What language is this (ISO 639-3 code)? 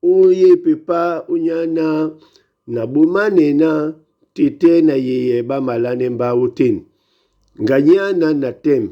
dua